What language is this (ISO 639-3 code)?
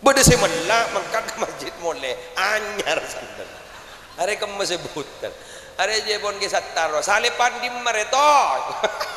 mad